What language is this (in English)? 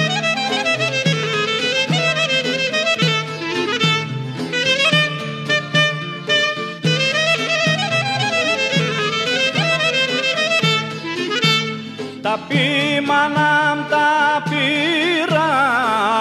Greek